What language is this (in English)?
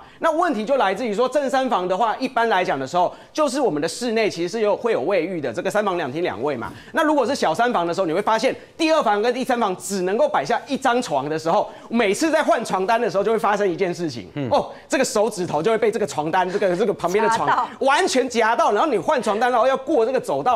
Chinese